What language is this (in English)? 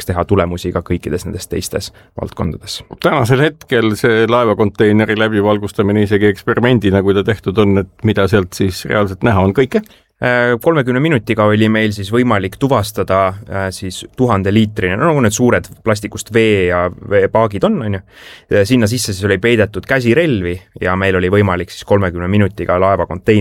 Estonian